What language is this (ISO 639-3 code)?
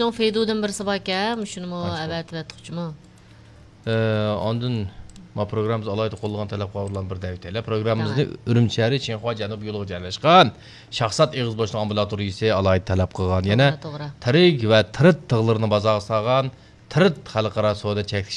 uig